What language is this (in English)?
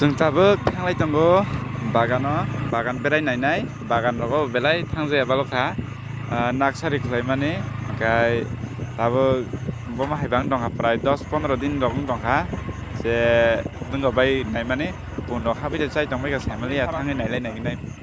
Kok Borok